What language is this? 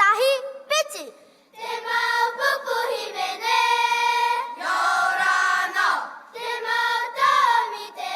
Tahitian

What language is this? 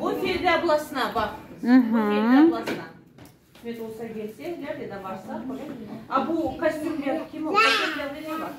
Crimean Tatar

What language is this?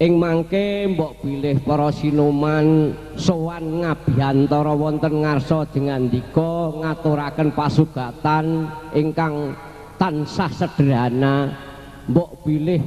Javanese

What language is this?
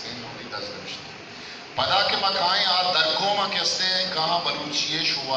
Eastern Balochi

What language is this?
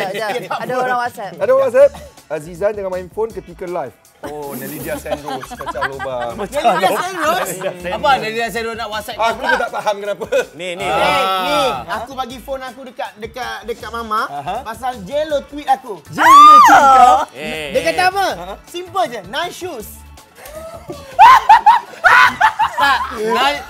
Malay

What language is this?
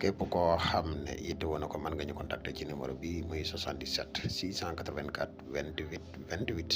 Wolof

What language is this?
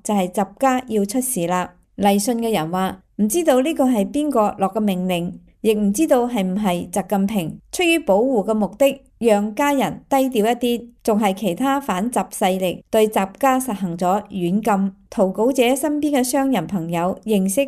Cantonese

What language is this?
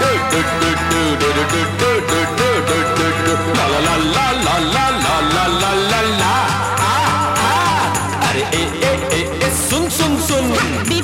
Hindi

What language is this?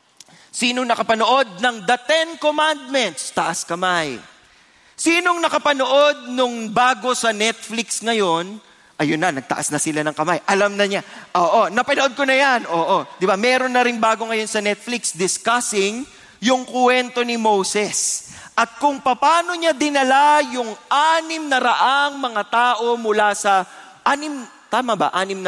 Filipino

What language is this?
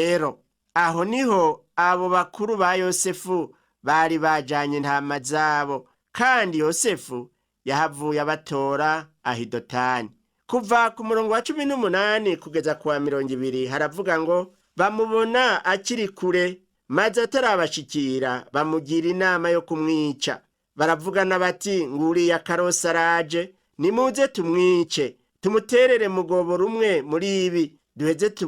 Rundi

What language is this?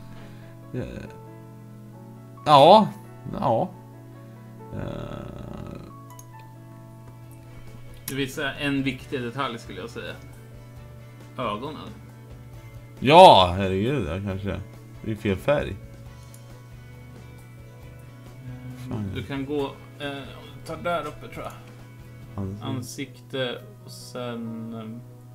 Swedish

